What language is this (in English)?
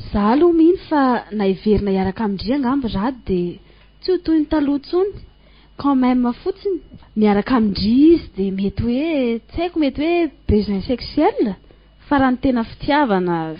Malagasy